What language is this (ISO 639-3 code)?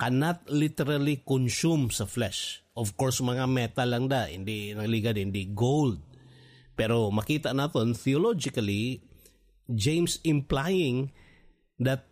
hil